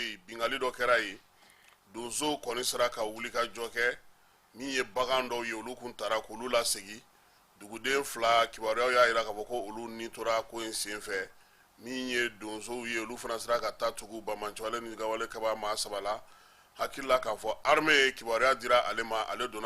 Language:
Bambara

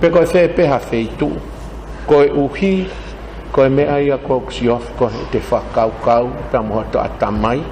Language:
Tongan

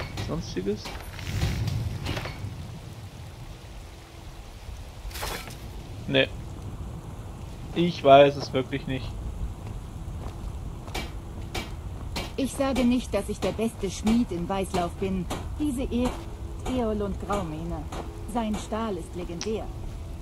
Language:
German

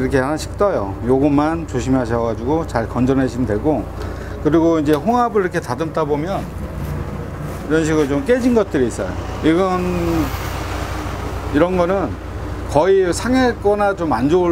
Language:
Korean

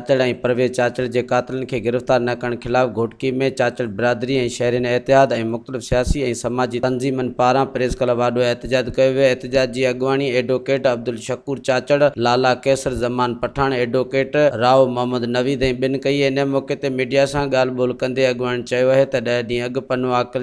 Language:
Sindhi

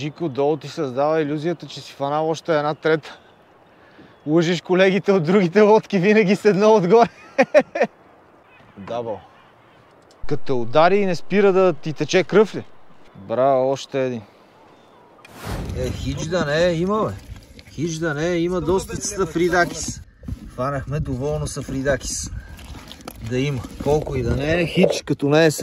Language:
Bulgarian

